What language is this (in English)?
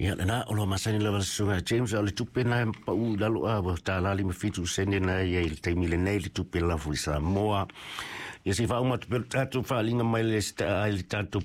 Samoan